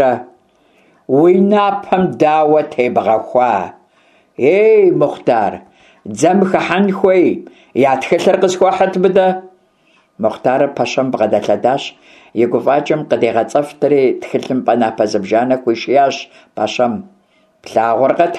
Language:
Kabardian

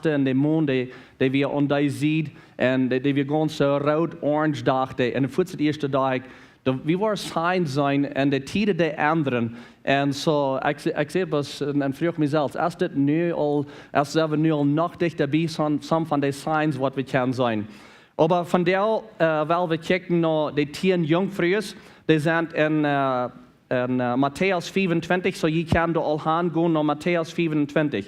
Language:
Plautdietsch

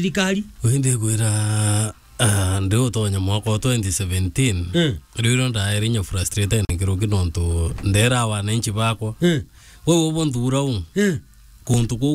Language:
Meru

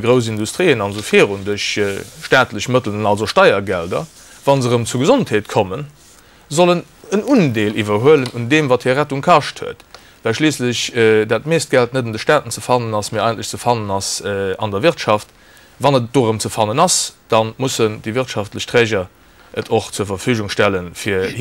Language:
Luxembourgish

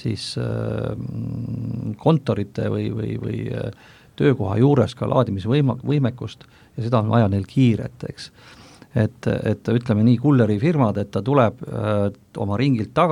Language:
Estonian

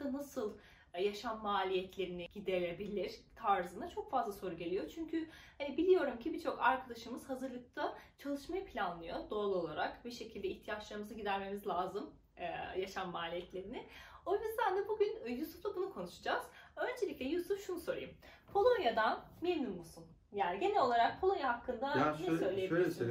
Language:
Turkish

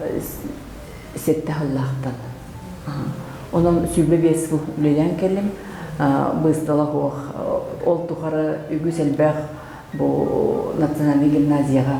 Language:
Yakut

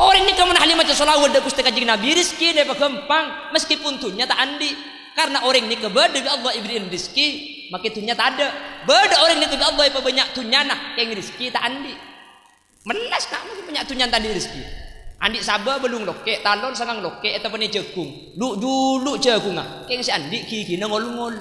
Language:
Madurese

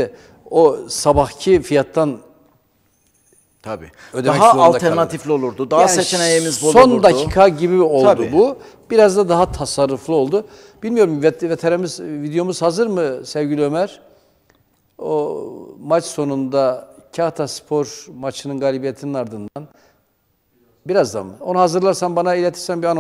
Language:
Turkish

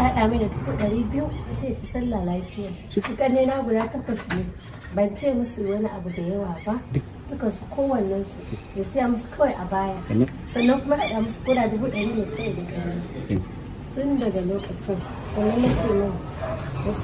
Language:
Hausa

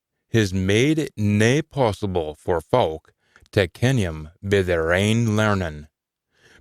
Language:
Scots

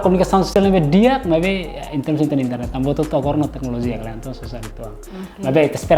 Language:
Tetum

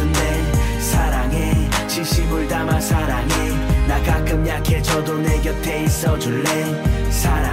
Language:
Korean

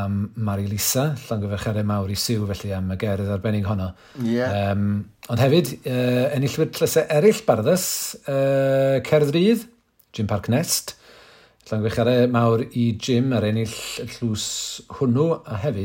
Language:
Welsh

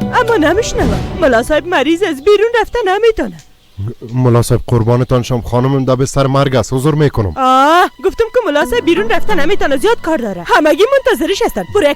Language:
Persian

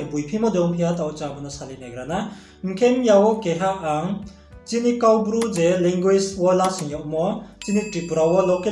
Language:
Riang (India)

